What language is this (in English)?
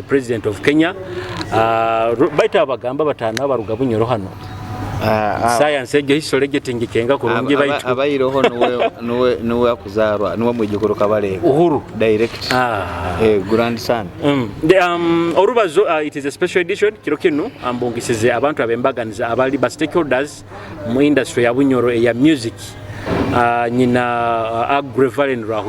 Nyoro